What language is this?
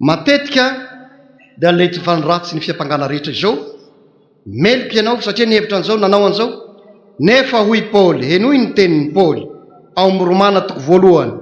Malagasy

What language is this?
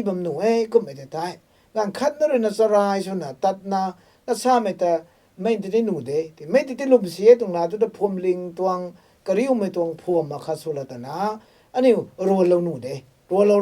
Rongmei Naga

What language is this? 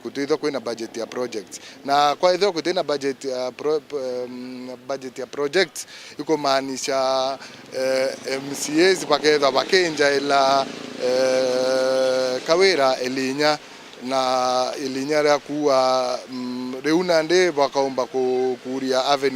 Meru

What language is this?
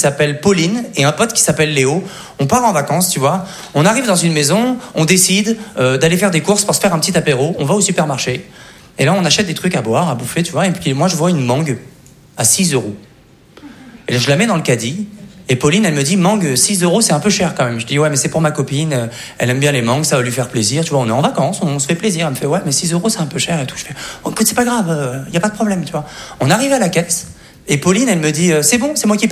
French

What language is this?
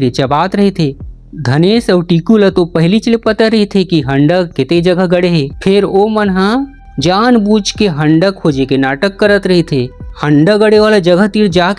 Chhattisgarhi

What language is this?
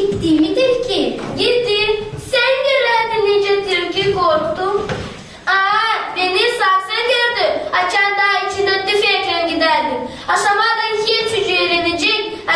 Gagauz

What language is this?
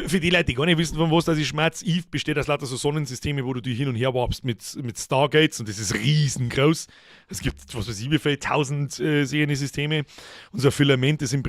Bavarian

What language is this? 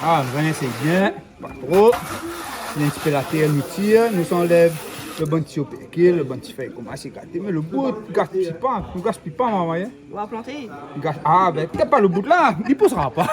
Réunion Creole French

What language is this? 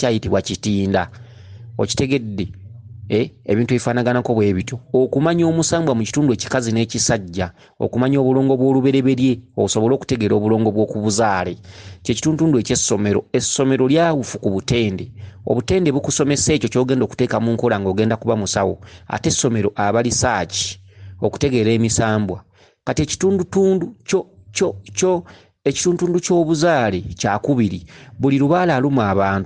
Ganda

